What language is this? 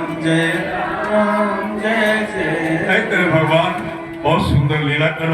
Maithili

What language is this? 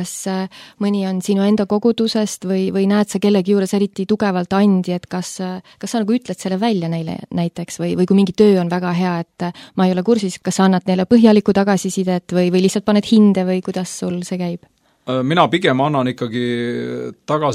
Estonian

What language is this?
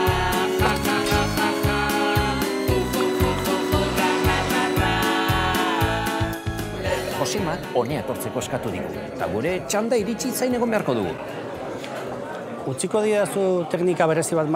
Basque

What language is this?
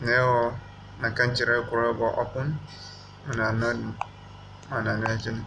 Zarma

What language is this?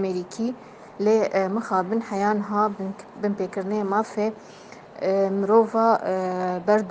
Kurdish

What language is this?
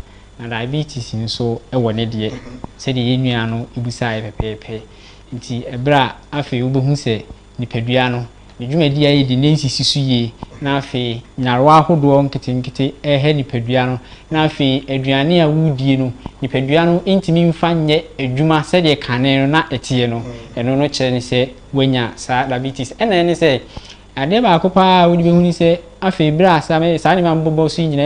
Akan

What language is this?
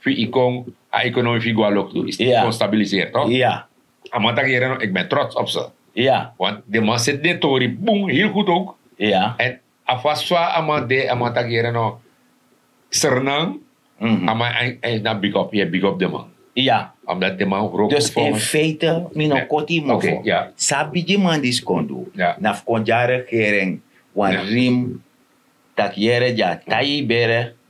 Sranan Tongo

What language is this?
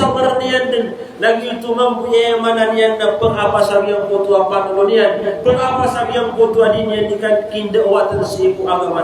Maranao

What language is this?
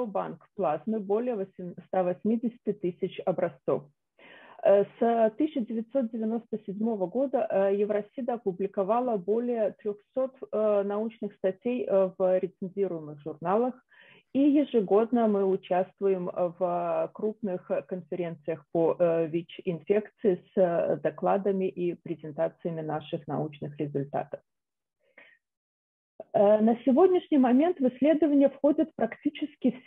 Russian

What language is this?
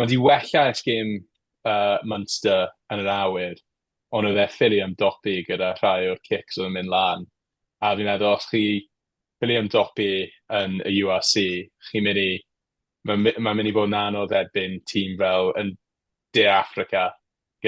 Welsh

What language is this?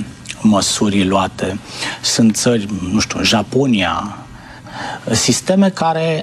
Romanian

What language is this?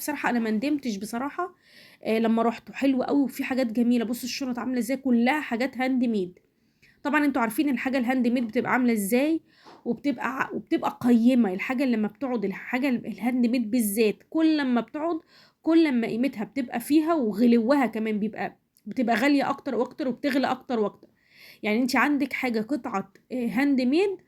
Egyptian Arabic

